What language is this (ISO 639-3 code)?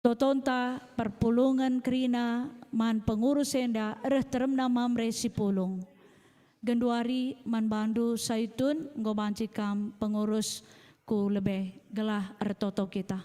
btx